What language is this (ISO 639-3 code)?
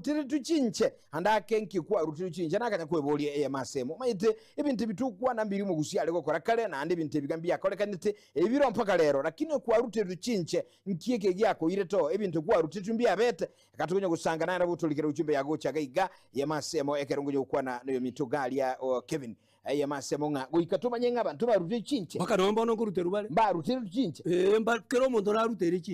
guz